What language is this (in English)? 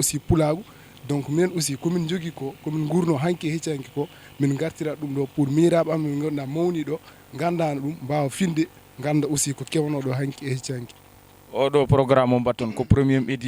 Fula